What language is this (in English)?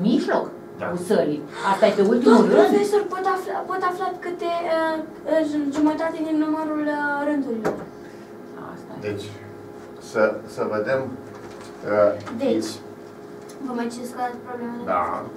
Romanian